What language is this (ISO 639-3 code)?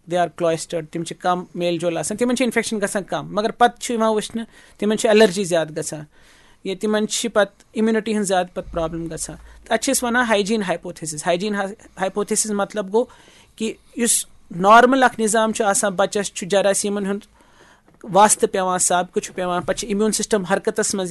kas